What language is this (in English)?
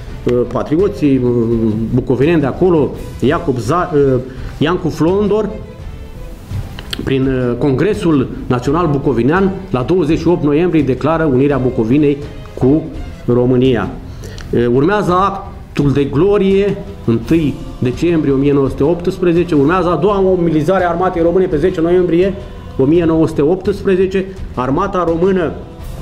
Romanian